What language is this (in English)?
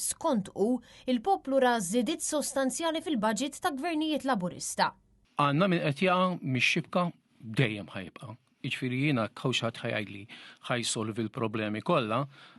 Maltese